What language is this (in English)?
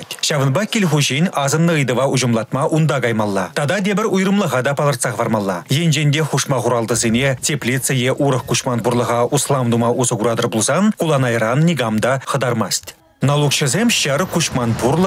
Chuvash